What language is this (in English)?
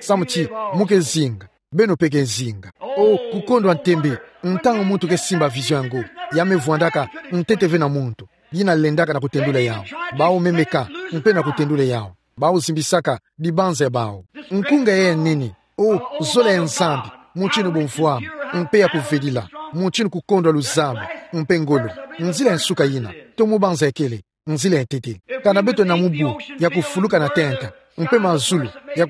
Kituba (Democratic Republic of Congo)